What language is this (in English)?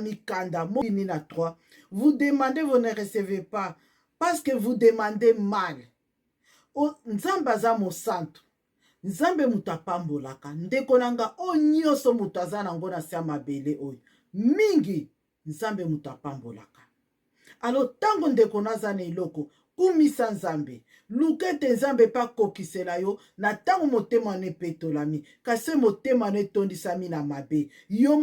Lingala